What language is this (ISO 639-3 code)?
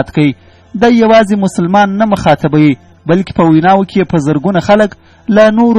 pus